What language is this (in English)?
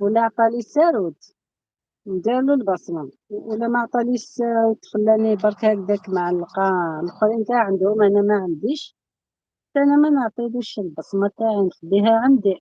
Algerian Arabic